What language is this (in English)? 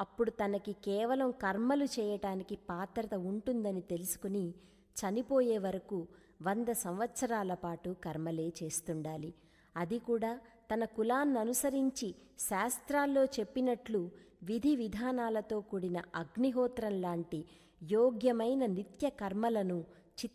Telugu